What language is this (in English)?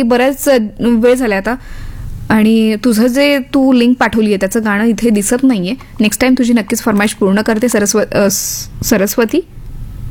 Marathi